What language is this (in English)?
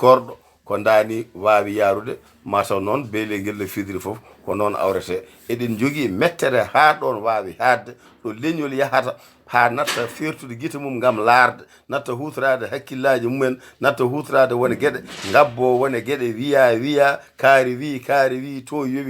Fula